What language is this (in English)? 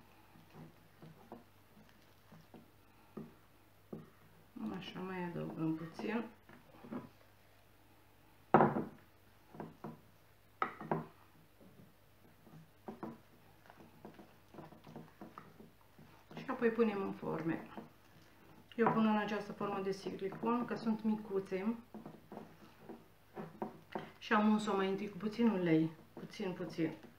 Romanian